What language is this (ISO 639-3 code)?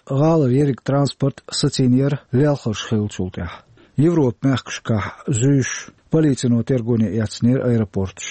che